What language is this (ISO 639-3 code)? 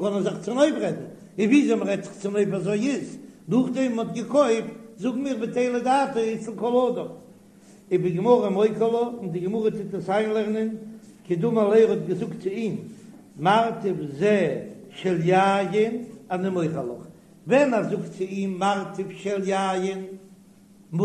yid